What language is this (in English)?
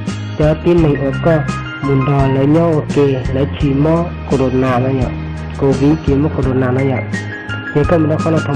Hmong